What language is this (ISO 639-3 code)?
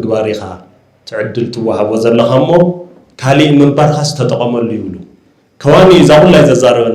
tir